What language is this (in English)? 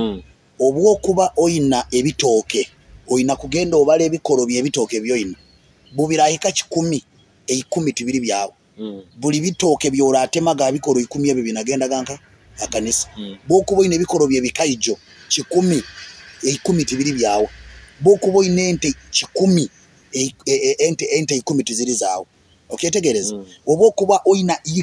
Nyoro